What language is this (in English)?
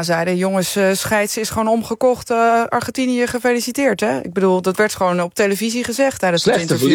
Dutch